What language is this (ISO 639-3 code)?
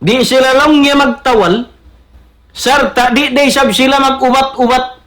tsg